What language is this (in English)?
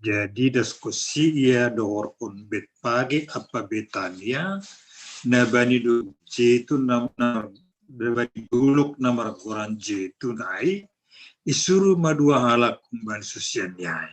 Batak Simalungun